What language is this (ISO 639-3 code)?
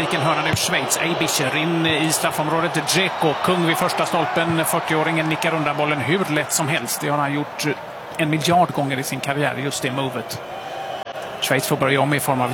swe